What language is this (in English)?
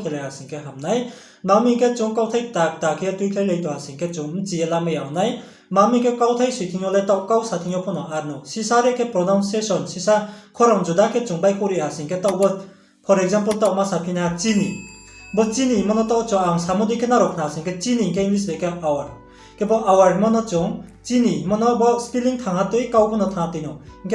Riang (India)